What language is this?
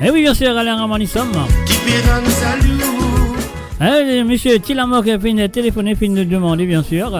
Morisyen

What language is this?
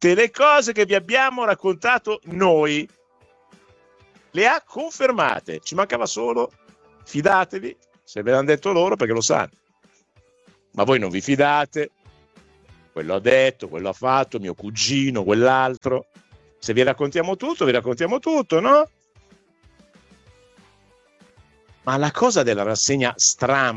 Italian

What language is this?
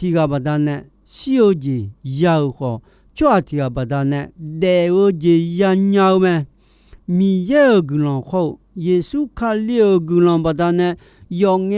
Akha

